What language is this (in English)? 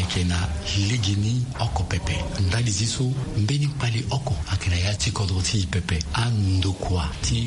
Sango